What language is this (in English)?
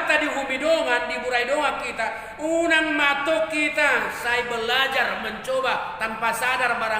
Batak Toba